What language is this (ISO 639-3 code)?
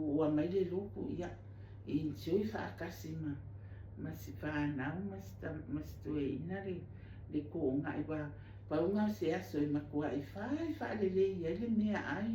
smo